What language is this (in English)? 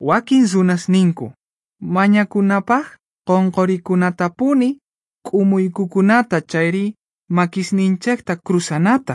Quechua